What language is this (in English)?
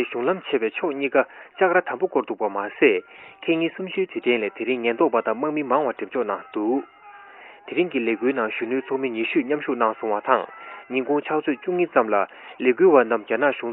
Tibetan